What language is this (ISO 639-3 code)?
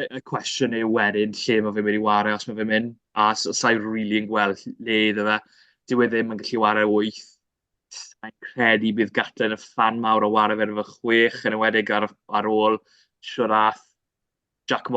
cym